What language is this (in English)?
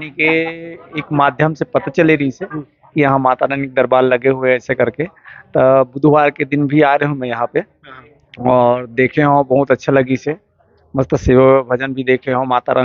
Chhattisgarhi